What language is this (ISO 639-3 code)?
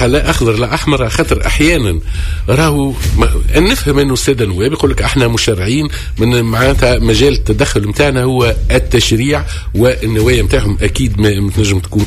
aeb